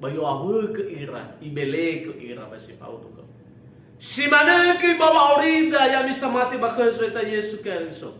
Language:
Nias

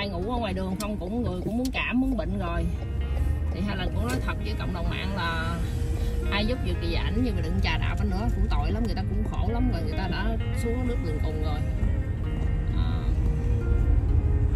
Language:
Vietnamese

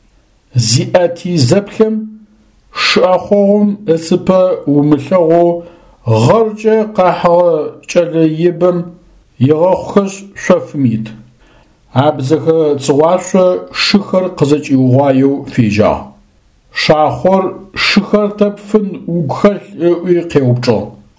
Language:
Adyghe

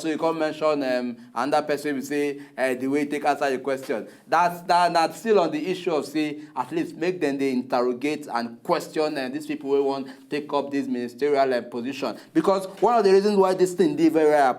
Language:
Nigerian Pidgin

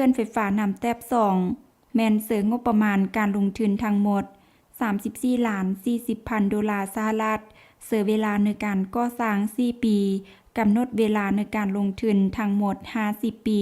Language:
Lao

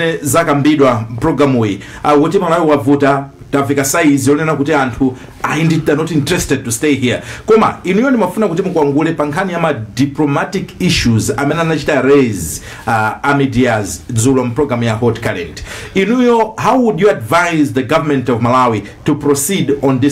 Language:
Nyanja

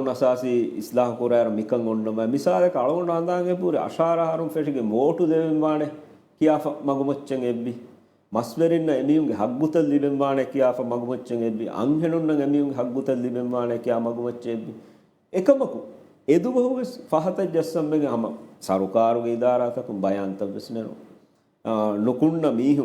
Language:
Divehi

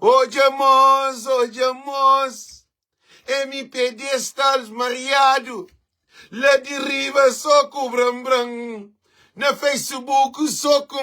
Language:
Kabuverdianu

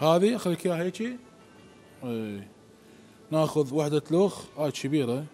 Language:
Mesopotamian Arabic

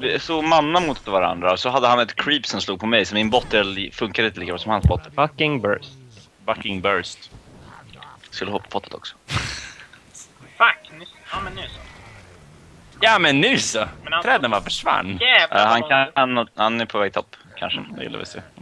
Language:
Swedish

